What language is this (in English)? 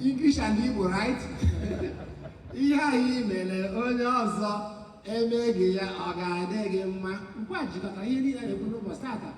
Igbo